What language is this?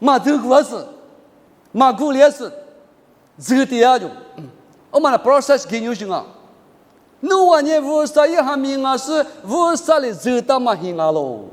Lisu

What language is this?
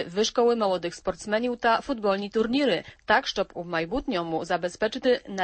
Ukrainian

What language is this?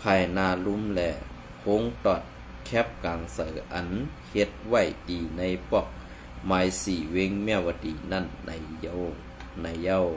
Shan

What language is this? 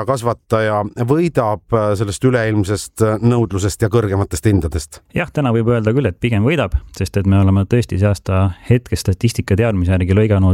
Estonian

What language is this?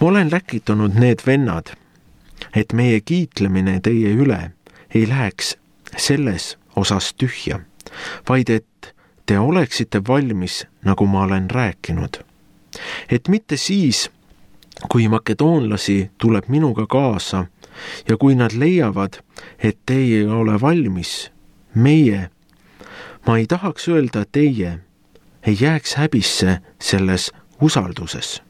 Estonian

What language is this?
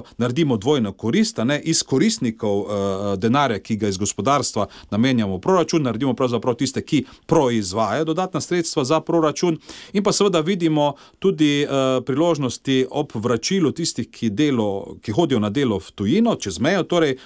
Slovenian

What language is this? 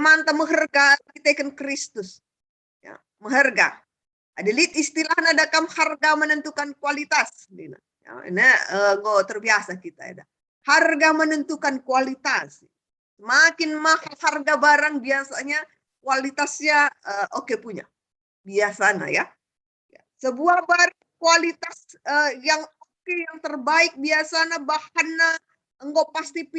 Batak Karo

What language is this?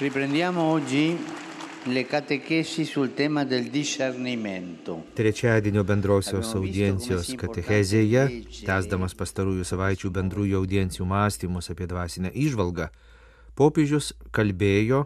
Lithuanian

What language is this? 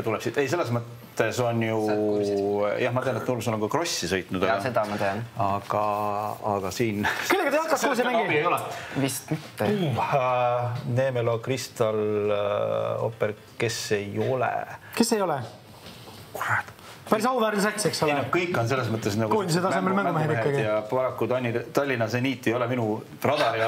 Estonian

